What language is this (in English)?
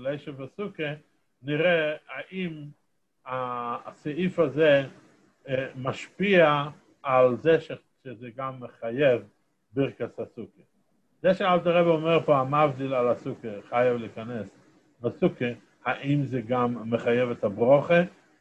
Hebrew